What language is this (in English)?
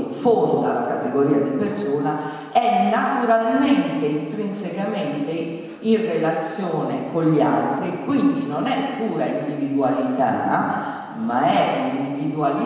Italian